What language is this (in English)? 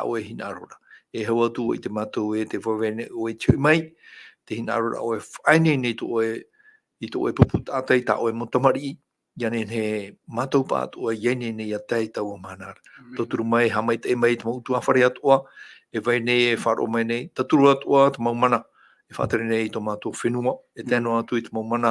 Tahitian